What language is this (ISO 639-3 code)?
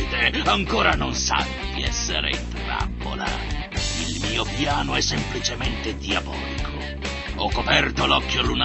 ita